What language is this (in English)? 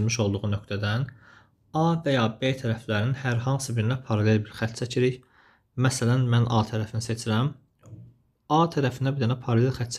Azerbaijani